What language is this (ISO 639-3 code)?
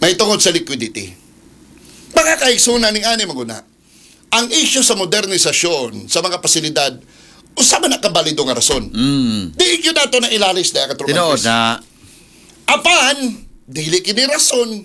ceb